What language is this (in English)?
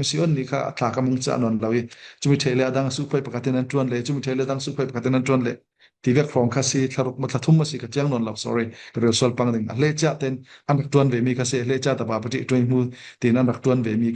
Falam Chin